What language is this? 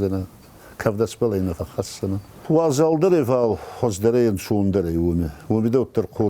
Ossetic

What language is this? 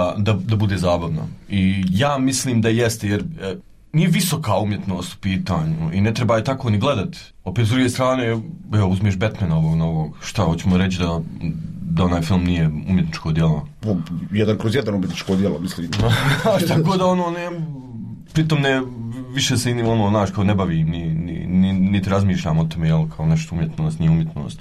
Bosnian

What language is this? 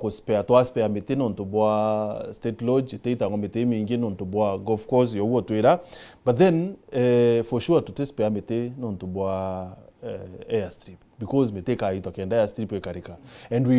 Meru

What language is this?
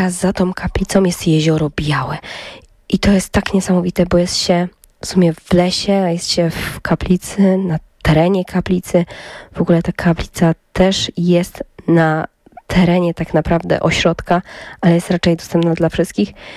Polish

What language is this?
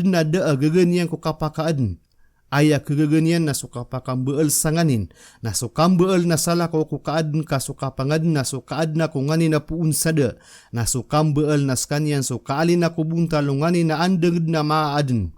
Maranao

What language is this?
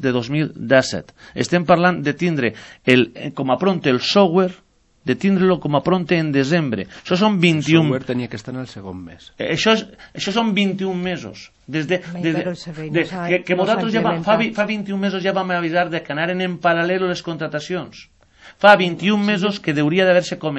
Catalan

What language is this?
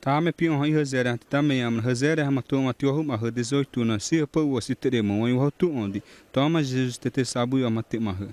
Xavánte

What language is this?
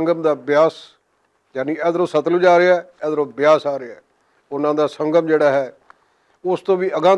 Western Panjabi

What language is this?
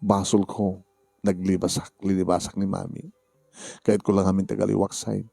Iloko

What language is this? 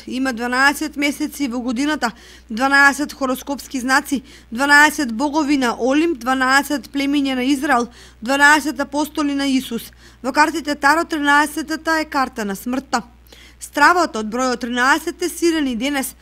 Macedonian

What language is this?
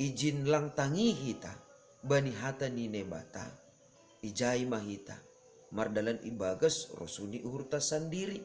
Batak Simalungun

